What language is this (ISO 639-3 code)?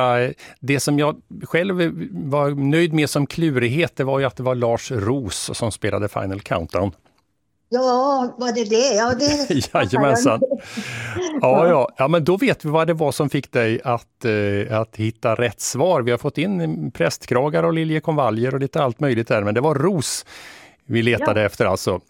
swe